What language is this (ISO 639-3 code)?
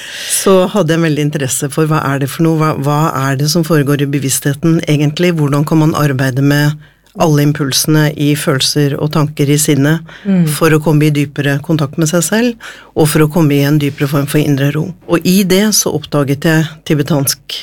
nor